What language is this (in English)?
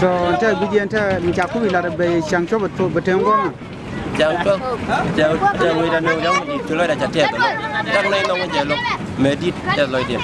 Nuer